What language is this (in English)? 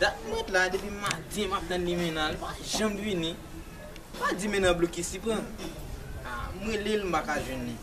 Haitian Creole